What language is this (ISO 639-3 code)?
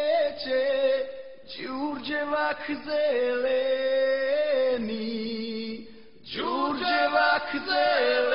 srp